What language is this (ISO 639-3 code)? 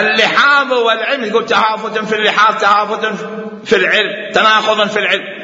acm